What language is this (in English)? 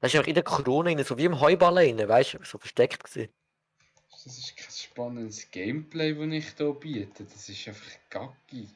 Swiss German